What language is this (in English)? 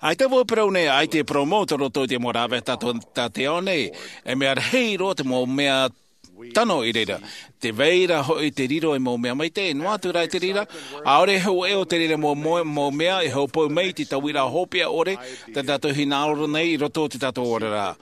Tahitian